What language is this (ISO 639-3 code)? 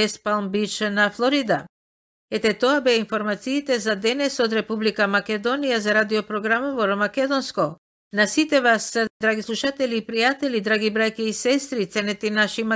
mkd